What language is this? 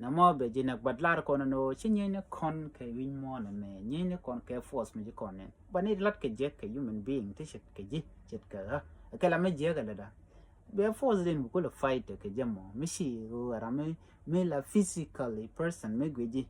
Nuer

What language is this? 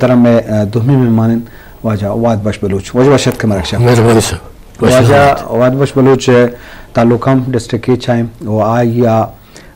Eastern Balochi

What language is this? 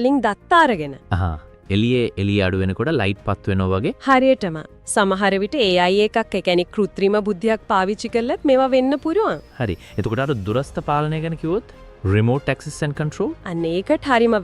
Sinhala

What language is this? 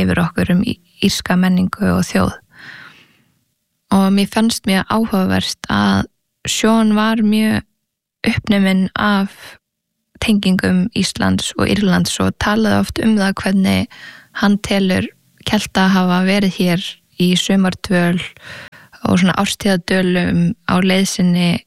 Icelandic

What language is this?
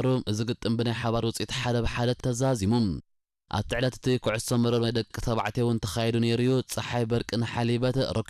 Tigrinya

